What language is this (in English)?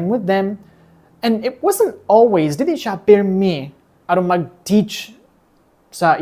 Cebuano